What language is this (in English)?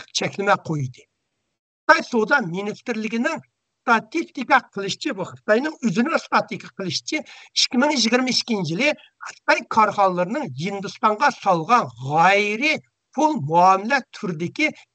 Uyghur